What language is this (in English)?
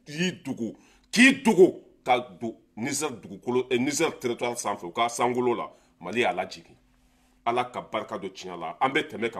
Bambara